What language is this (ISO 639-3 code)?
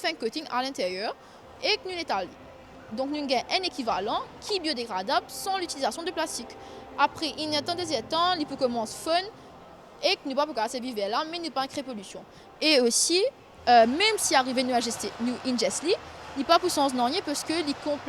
mfe